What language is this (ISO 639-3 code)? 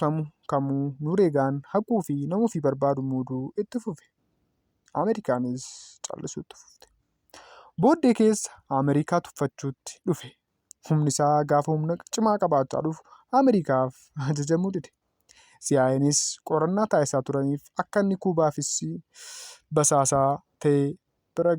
orm